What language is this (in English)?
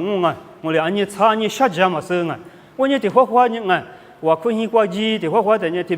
Lisu